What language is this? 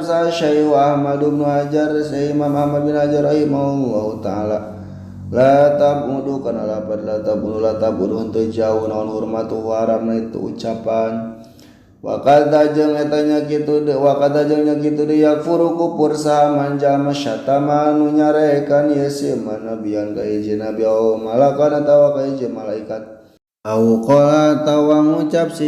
Sundanese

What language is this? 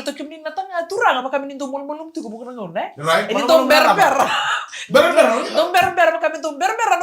Fijian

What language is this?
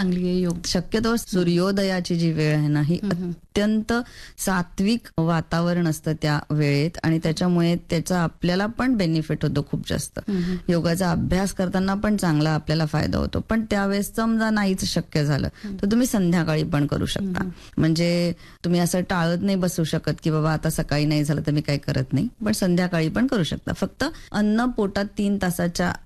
Marathi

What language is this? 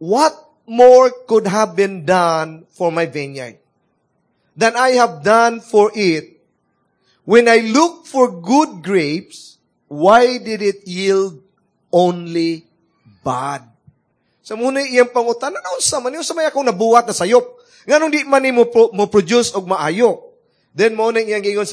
Cebuano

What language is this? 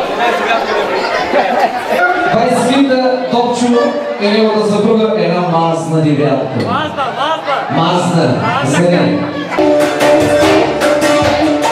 Bulgarian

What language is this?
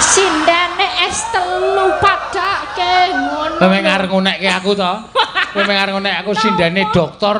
Javanese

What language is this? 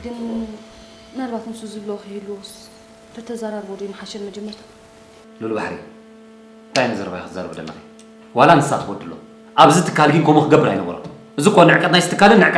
Tigrinya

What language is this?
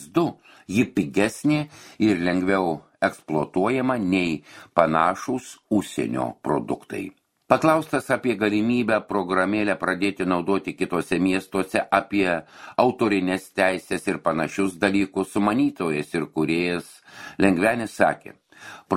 Lithuanian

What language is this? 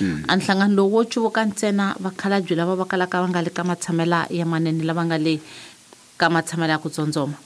Tsonga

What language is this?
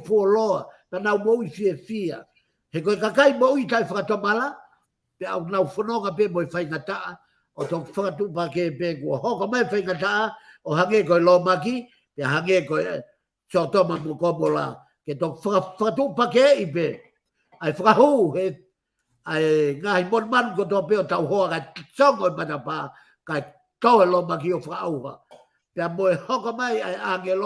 Tongan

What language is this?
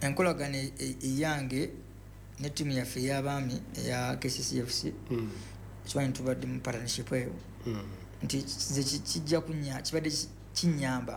Ganda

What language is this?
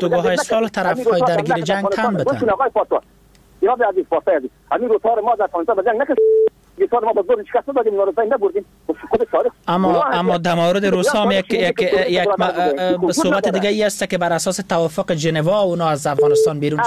Persian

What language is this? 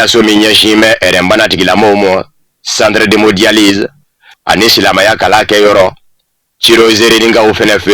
Bambara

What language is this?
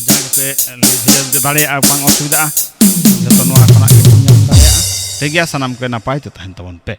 Santali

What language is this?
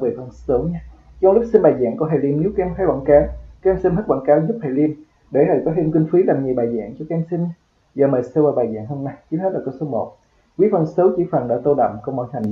Vietnamese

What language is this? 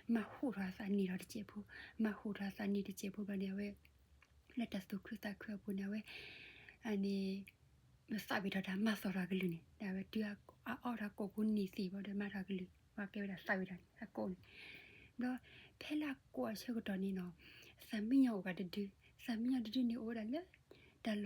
S'gaw Karen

